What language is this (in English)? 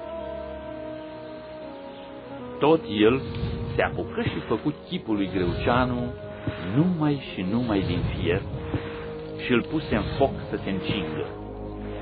Romanian